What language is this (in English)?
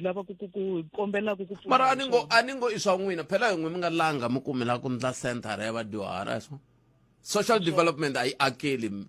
Tsonga